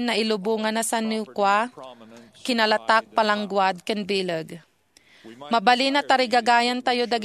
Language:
Iloko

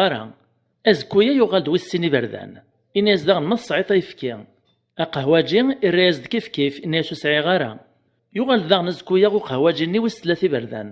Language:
Kabyle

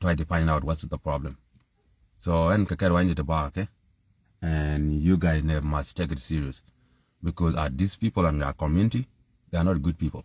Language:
Nuer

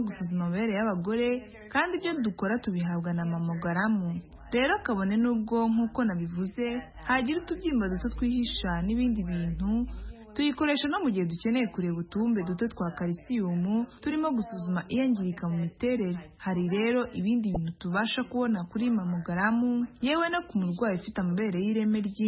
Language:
Kinyarwanda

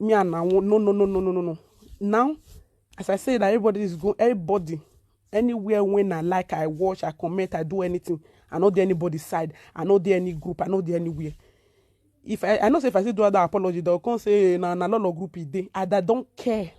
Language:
Nigerian Pidgin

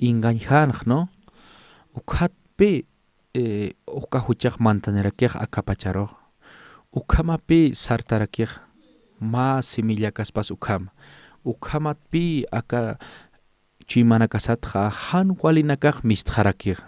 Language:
Aymara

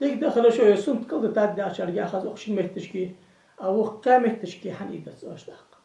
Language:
Ingush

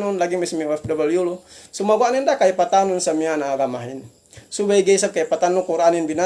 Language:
Yakan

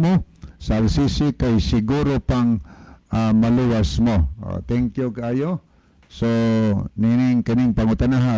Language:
Cebuano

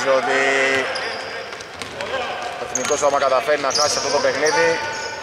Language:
Greek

